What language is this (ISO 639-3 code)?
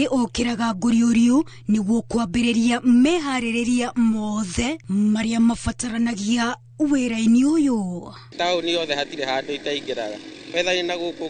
kik